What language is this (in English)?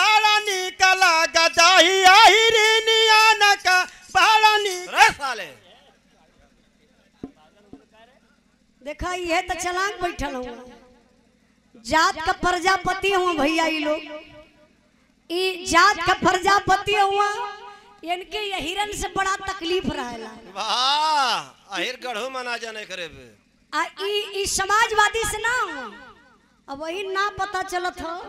Bhojpuri